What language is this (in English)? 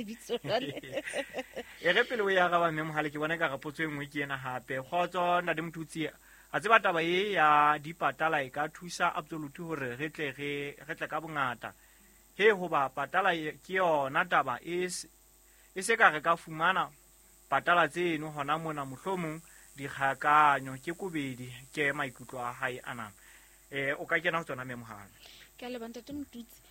Southern Sotho